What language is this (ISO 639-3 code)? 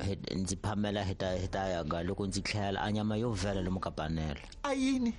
tso